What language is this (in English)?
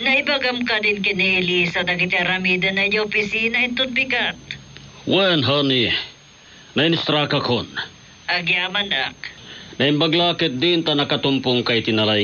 Iloko